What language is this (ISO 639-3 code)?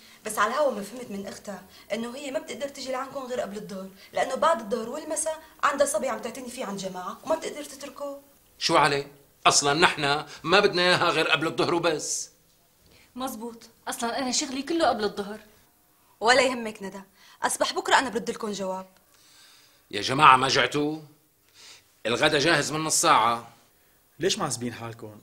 apc